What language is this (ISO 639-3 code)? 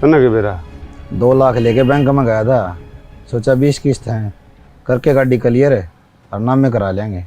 bgc